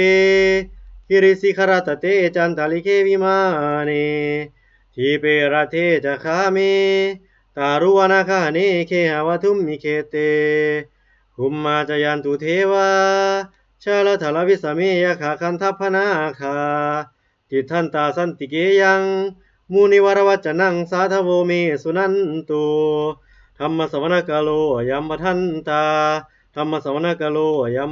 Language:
Pali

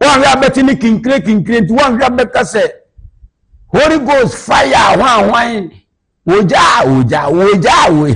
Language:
Akan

